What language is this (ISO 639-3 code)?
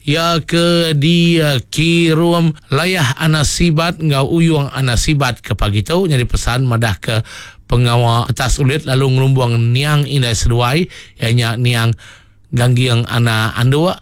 iba